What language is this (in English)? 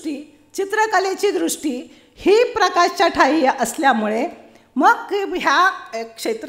Marathi